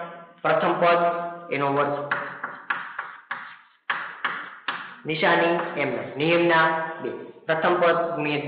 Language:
Gujarati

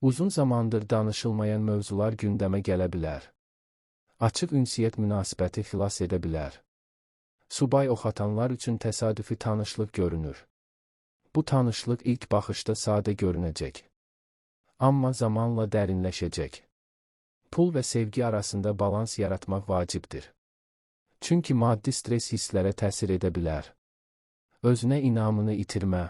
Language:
Azerbaijani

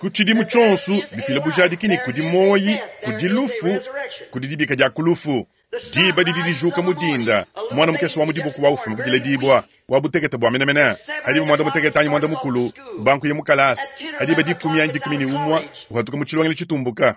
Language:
Luba-Lulua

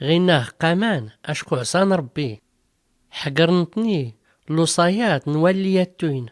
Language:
Tachelhit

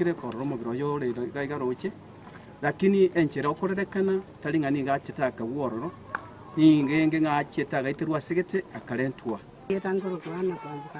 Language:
Gusii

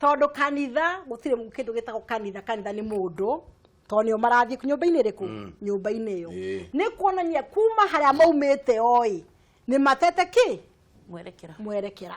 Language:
Kikuyu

